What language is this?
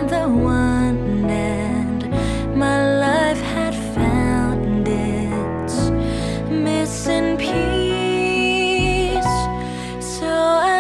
Tangkhul Naga (India)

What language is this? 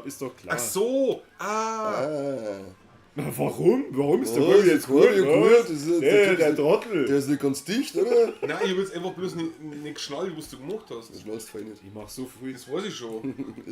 Bavarian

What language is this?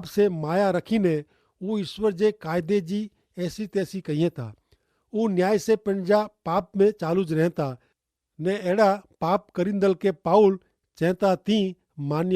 Kachhi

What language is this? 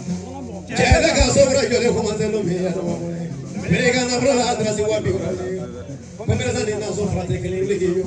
Bambara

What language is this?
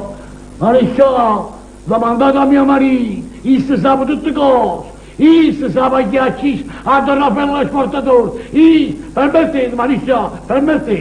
Neapolitan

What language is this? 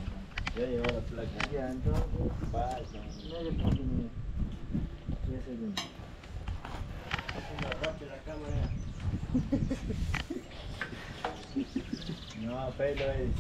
Spanish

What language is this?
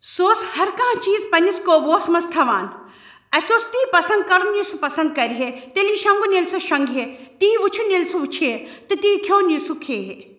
Kashmiri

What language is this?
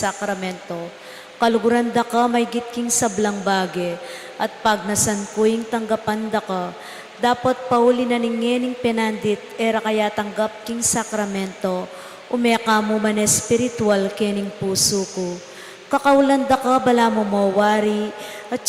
Pampanga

